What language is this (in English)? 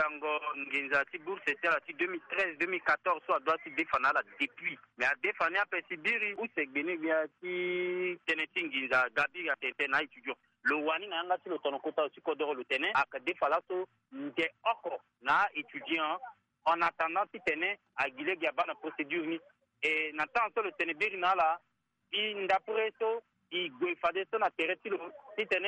Sango